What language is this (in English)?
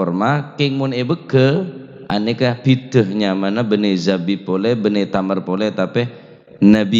Madurese